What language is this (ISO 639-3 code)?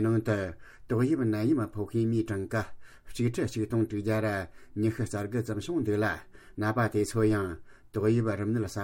bod